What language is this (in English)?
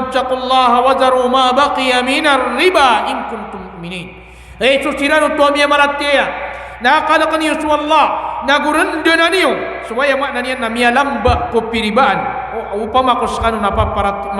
Maranao